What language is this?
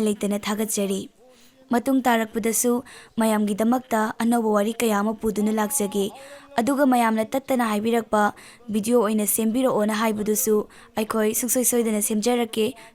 Manipuri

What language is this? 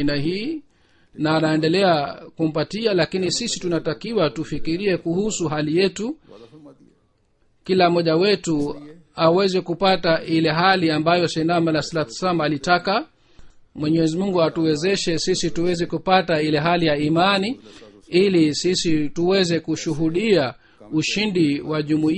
Swahili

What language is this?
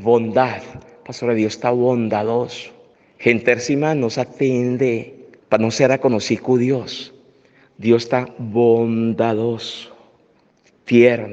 Papiamento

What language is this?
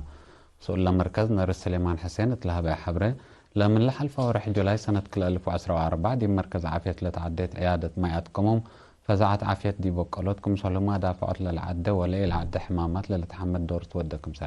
Tigre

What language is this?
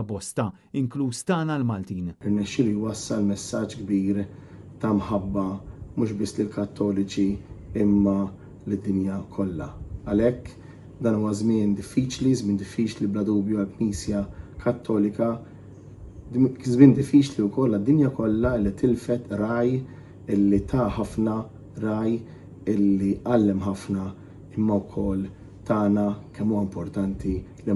Maltese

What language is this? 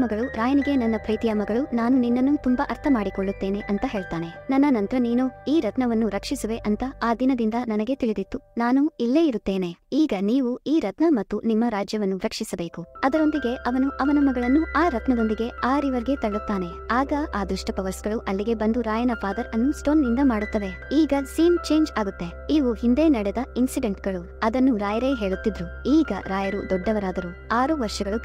Kannada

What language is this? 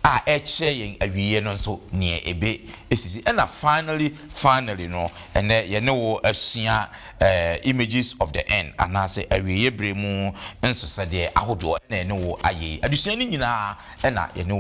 Akan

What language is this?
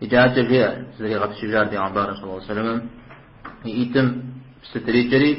Kabardian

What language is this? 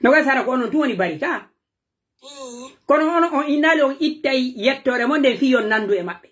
Pular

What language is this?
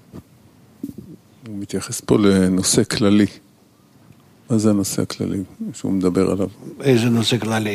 Hebrew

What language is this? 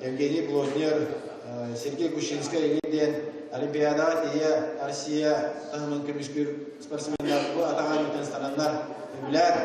Yakut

